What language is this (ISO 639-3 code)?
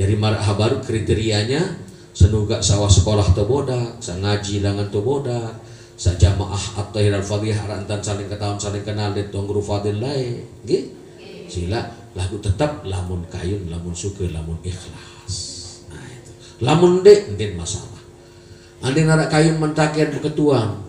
sas